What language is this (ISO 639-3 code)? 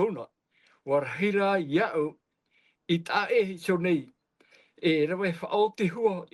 tah